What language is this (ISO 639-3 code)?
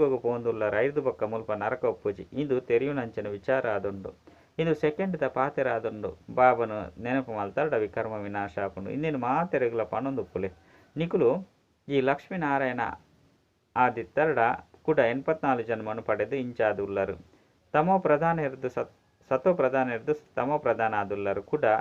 tcy